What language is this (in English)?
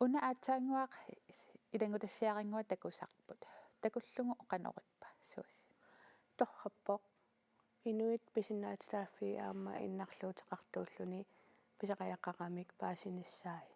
Kalaallisut